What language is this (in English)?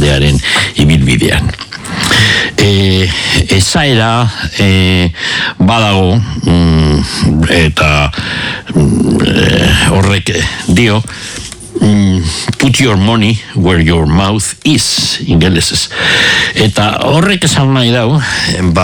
Basque